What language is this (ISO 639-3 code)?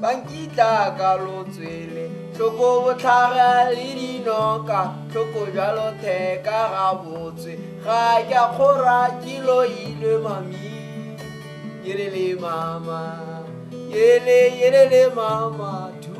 tsn